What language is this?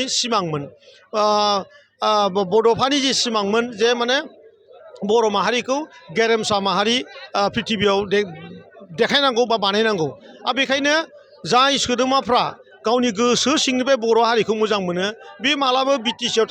Bodo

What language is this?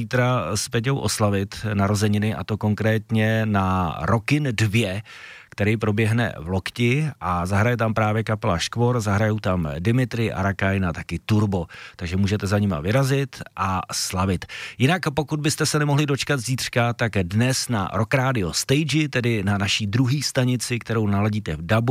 Czech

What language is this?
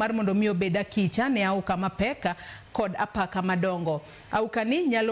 Luo (Kenya and Tanzania)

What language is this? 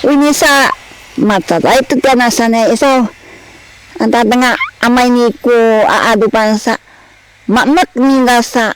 Sakizaya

